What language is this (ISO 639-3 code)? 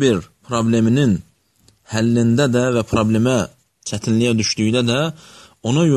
aze